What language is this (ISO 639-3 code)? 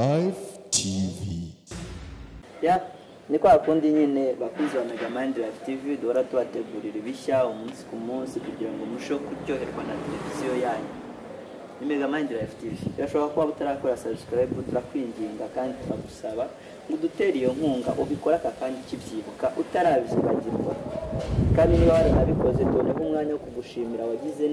kin